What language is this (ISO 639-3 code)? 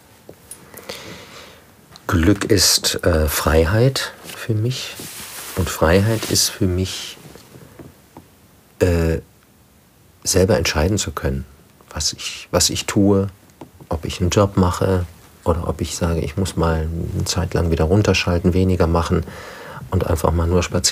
deu